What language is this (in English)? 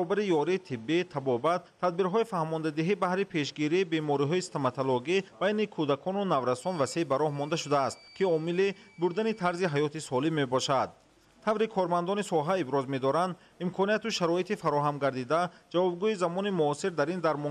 Tajik